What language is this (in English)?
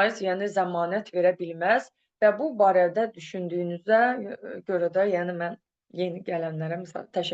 Azerbaijani